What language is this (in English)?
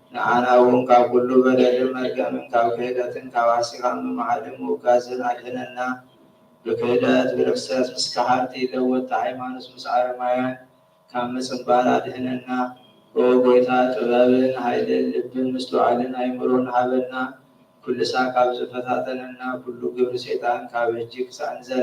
Tigrinya